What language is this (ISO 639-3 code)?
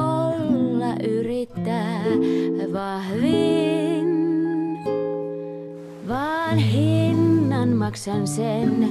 fin